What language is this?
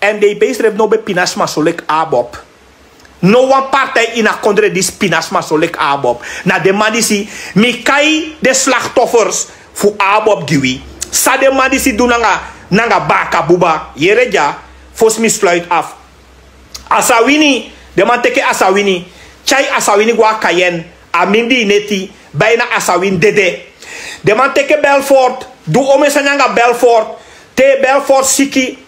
Sranan Tongo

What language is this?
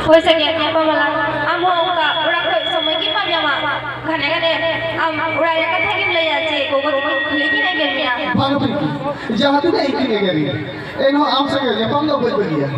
Santali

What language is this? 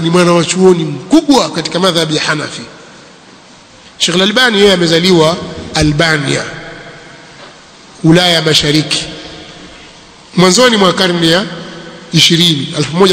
Swahili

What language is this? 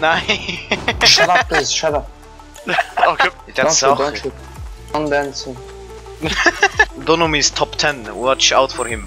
Swiss German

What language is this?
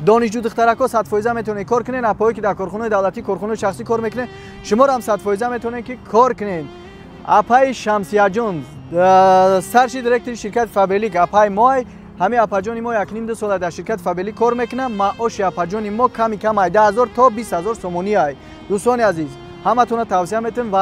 Tajik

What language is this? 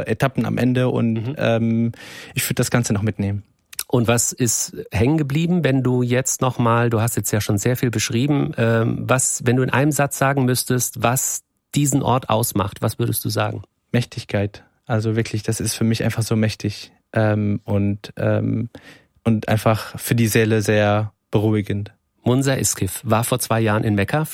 German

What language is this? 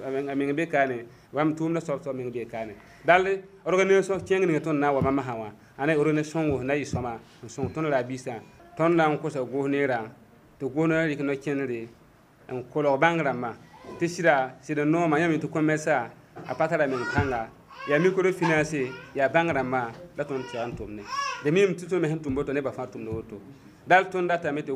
Mossi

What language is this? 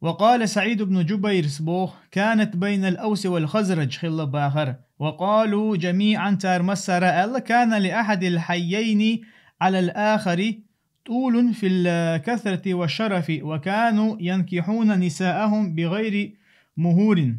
Chechen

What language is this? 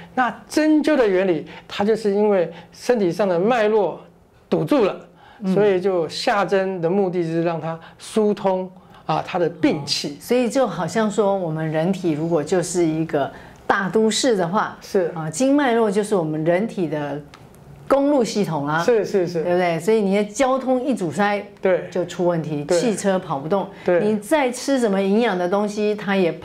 Chinese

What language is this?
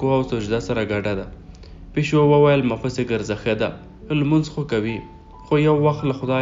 Pashto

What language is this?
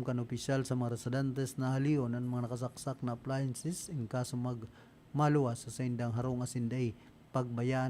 Bikol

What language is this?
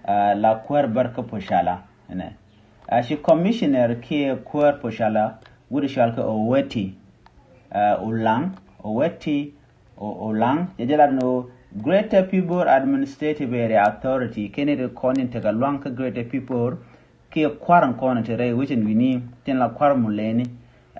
Nuer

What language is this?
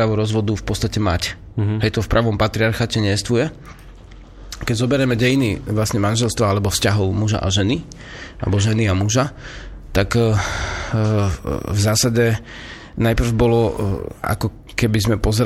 Slovak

